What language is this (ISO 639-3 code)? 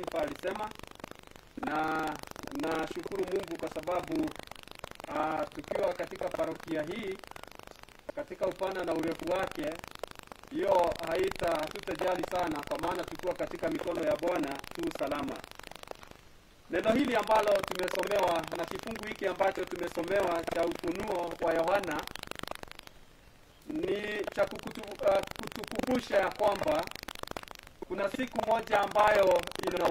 swa